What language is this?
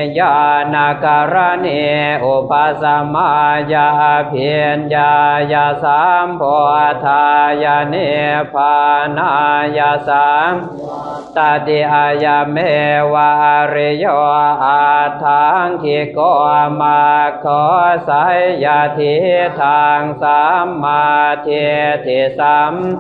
Pali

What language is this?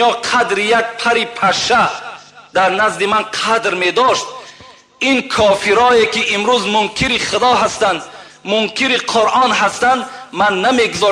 Tajik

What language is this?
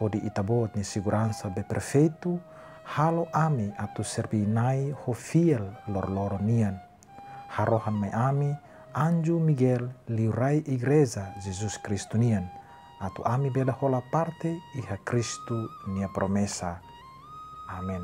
Tetum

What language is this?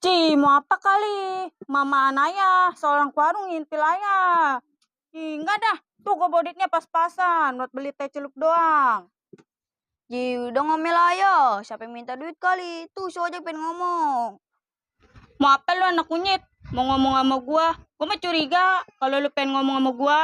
Betawi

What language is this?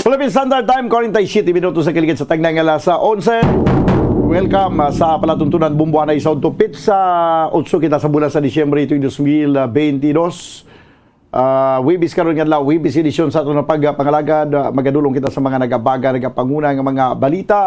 Hiligaynon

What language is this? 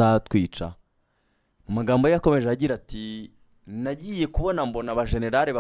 Kinyarwanda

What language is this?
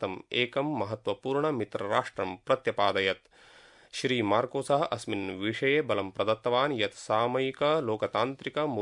Sanskrit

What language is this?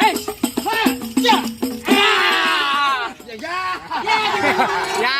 Betawi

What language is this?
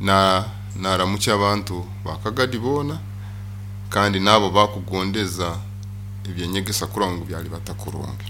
Nyoro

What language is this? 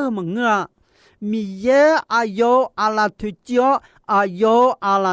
Akha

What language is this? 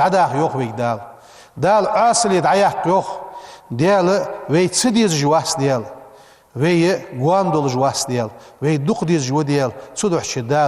Ingush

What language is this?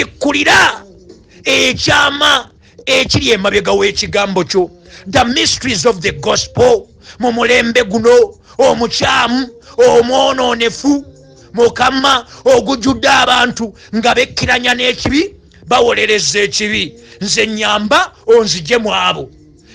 Ganda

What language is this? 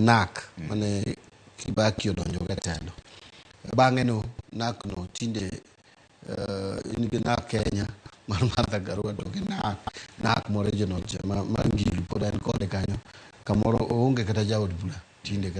Luo (Kenya and Tanzania)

